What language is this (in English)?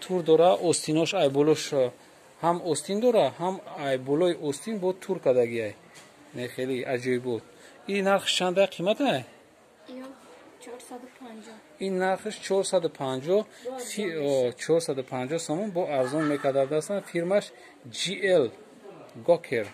Tajik